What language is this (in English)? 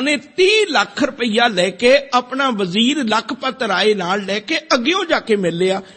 Punjabi